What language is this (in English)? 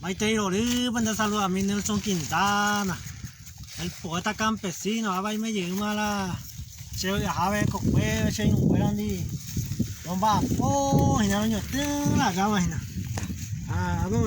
Guarani